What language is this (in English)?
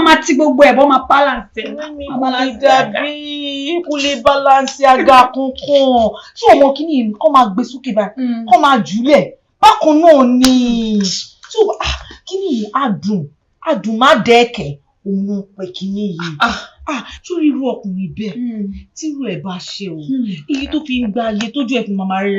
Yoruba